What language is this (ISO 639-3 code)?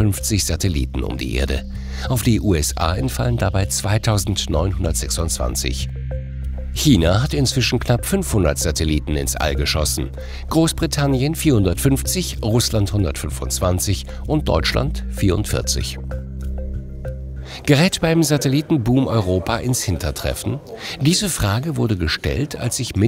deu